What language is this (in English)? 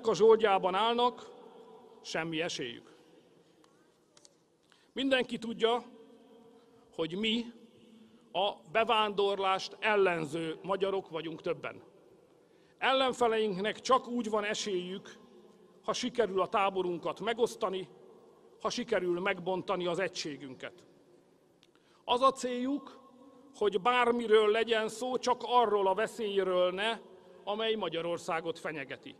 Hungarian